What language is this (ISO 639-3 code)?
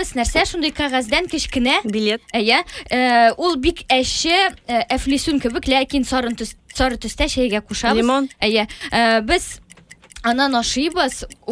tat